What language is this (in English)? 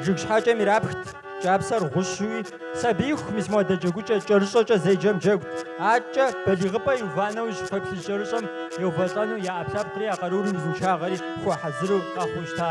Kabardian